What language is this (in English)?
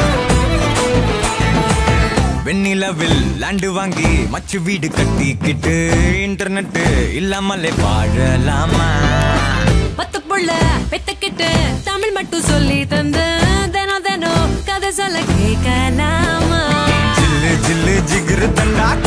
Tamil